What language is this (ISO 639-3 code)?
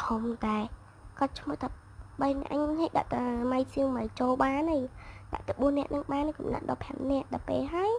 khm